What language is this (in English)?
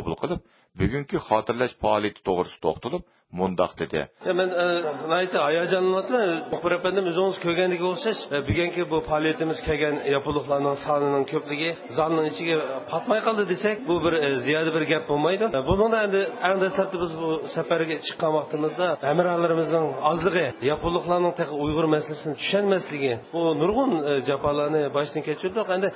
Uyghur